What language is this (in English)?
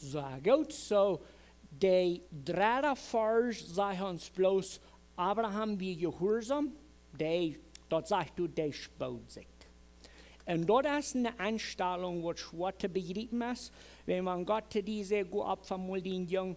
Plautdietsch